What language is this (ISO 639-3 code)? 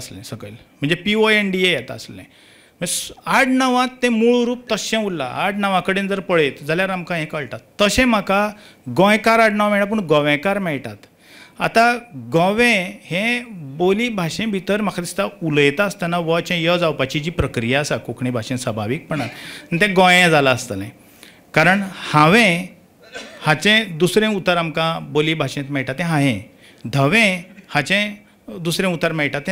kok